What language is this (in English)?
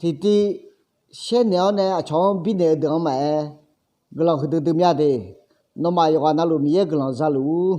Akha